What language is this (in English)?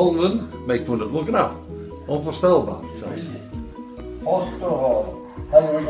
Western Frisian